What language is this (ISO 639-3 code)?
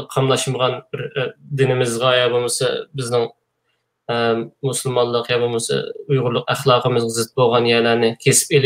uig